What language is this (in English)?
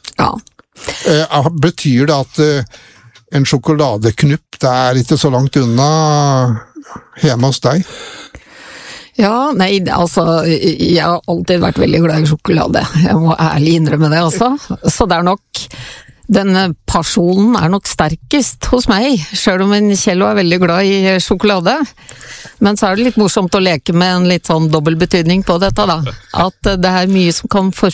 Norwegian